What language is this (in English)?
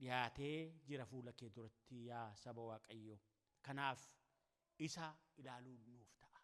Oromo